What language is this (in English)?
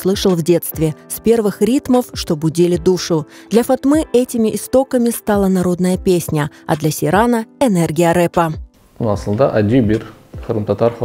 Crimean Tatar